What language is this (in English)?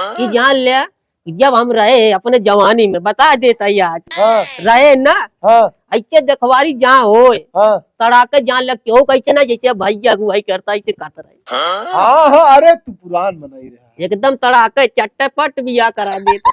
Awadhi